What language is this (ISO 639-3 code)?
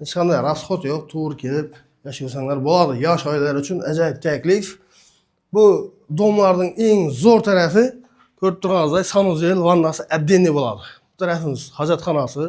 uzb